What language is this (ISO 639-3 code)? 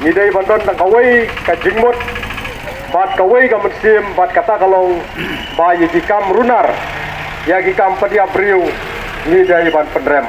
kha